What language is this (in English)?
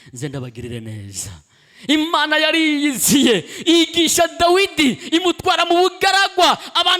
Rundi